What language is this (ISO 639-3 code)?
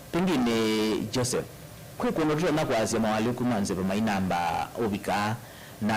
kam